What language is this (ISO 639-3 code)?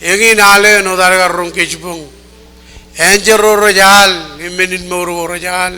mah